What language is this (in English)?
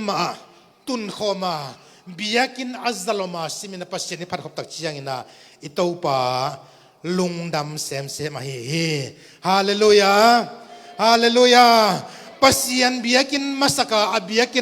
Tedim Chin